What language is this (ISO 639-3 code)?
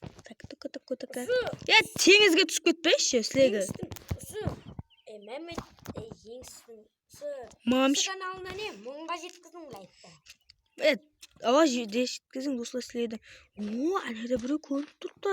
kaa